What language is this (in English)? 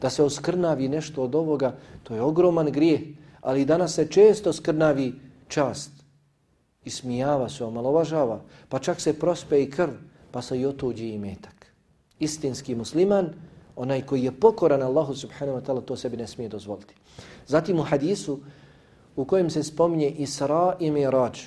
Bosnian